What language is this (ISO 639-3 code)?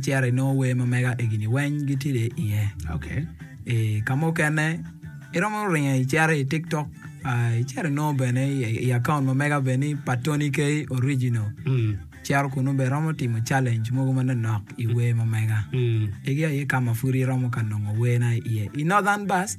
ach